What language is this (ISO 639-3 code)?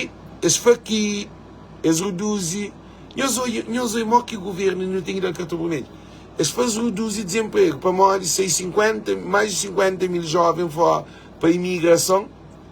kea